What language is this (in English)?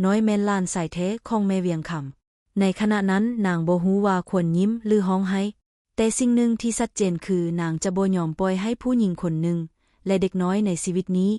Lao